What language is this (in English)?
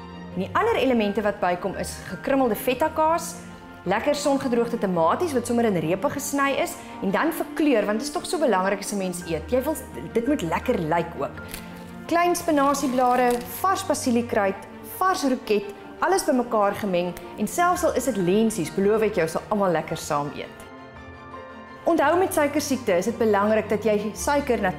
Afrikaans